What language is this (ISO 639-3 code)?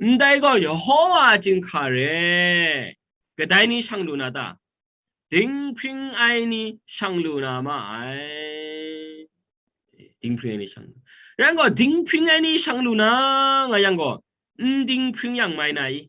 kac